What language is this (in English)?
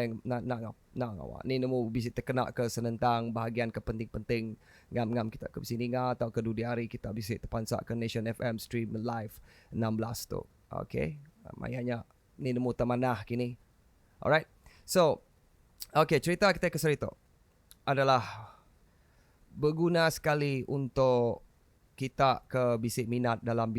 Iban